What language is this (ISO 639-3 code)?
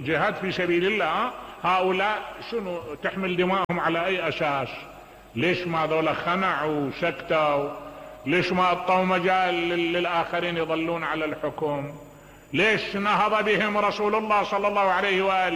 acm